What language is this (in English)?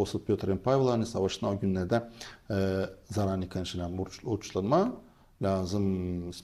Gagauz